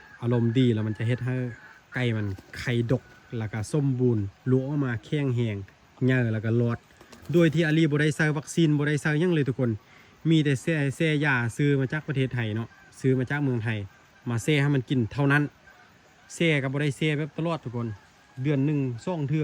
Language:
Lao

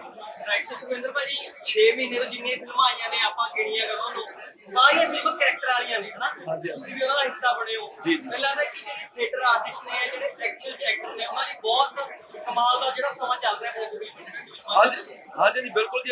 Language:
Punjabi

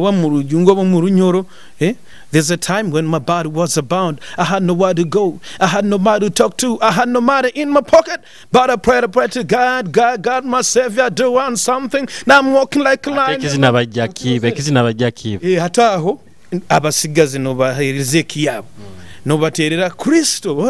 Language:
Nyoro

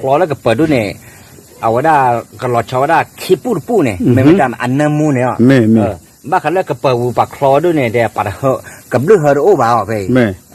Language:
S'gaw Karen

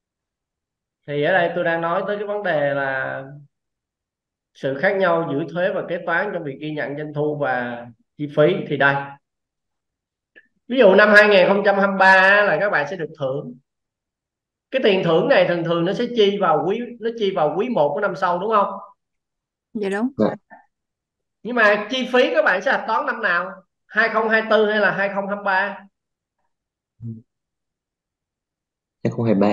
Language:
Vietnamese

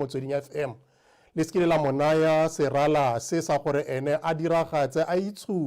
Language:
Tswana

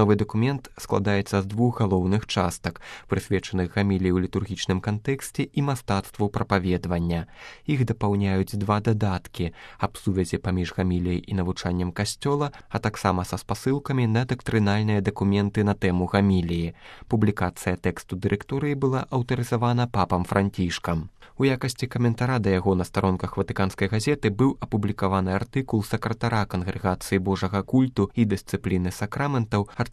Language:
Belarusian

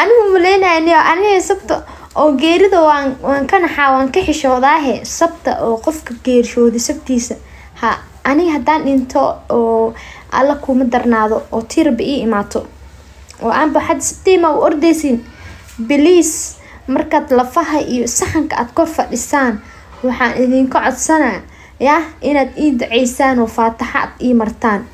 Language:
Somali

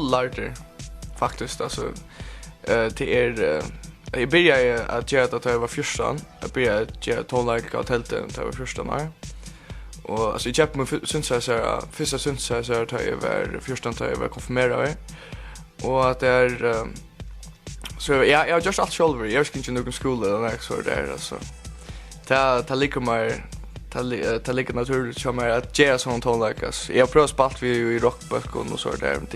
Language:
Faroese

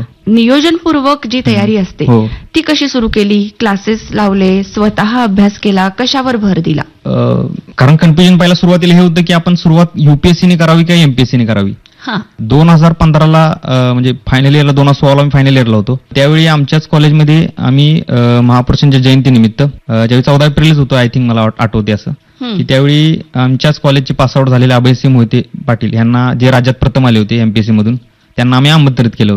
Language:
Marathi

